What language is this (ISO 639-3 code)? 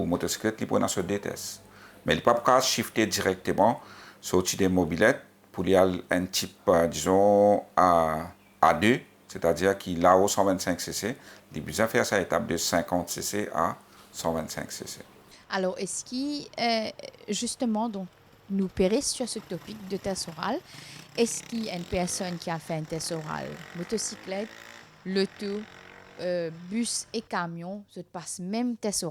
mfe